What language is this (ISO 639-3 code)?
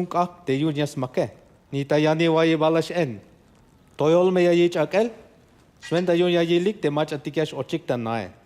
tzh